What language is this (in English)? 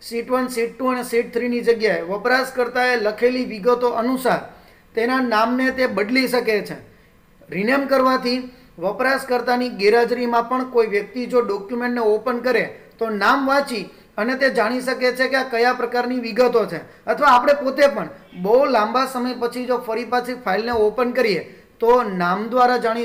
Gujarati